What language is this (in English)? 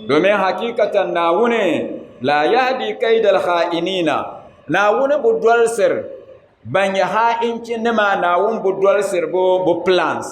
Dagbani